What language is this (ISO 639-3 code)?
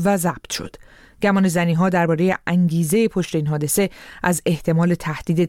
fas